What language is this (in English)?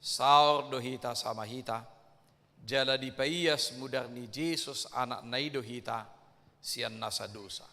Batak Toba